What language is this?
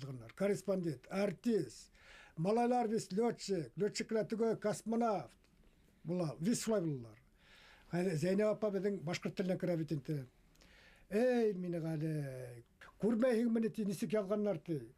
Bashkir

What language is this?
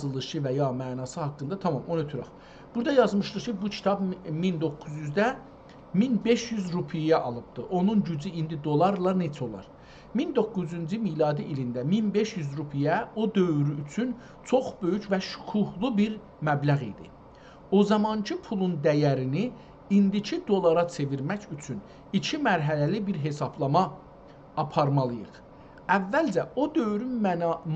South Azerbaijani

